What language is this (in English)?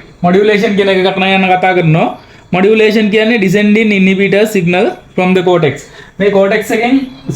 Sinhala